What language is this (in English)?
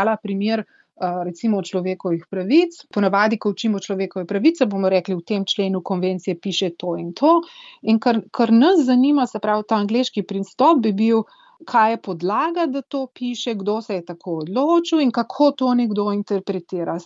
Slovenian